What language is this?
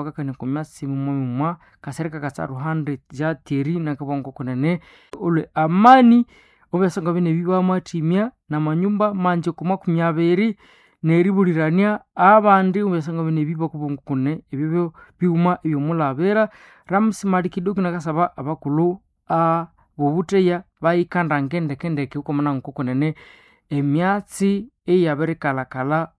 Nande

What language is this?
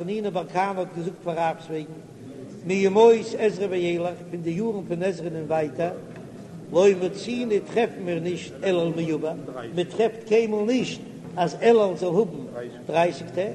Yiddish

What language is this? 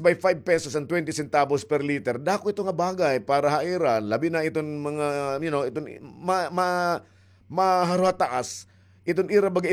Waray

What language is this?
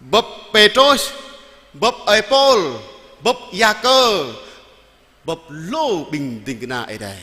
Jarai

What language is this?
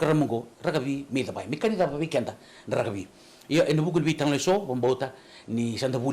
Fijian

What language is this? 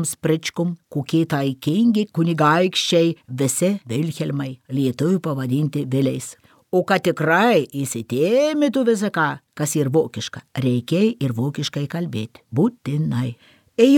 Lithuanian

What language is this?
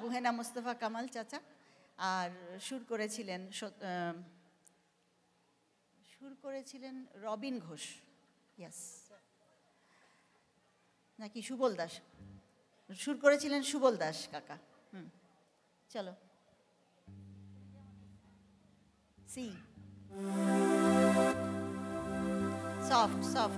Bangla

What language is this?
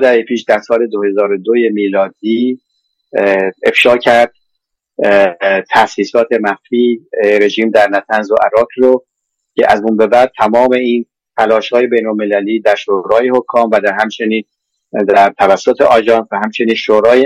Persian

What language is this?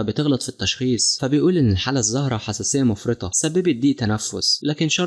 Egyptian Arabic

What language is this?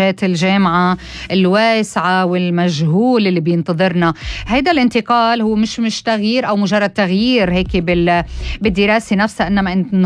North Levantine Arabic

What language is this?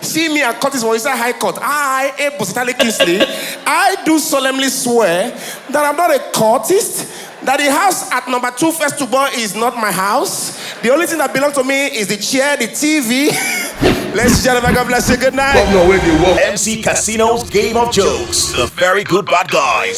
Nigerian Pidgin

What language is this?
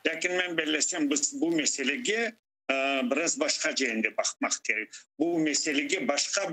Crimean Tatar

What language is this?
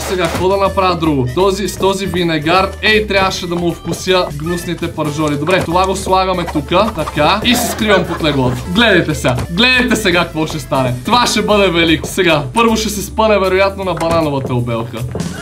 Bulgarian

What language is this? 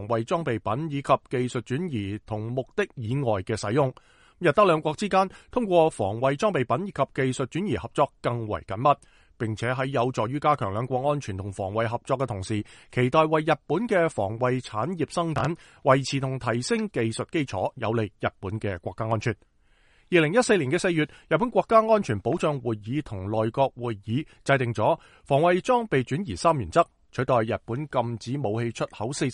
Cantonese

